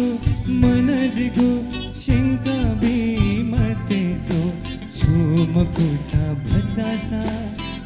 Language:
Newari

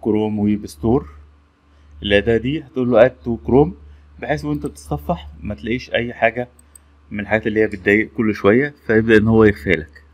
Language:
Egyptian Arabic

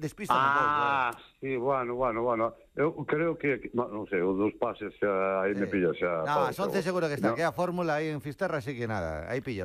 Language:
Galician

